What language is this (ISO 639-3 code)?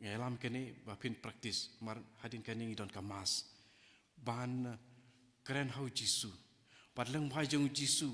kha